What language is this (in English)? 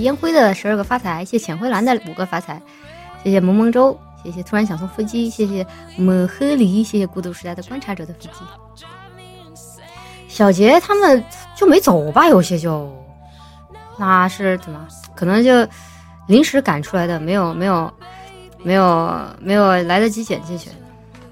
Chinese